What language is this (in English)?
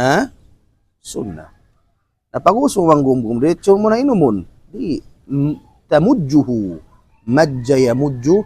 Tausug